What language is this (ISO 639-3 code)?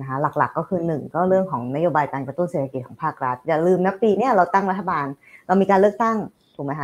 tha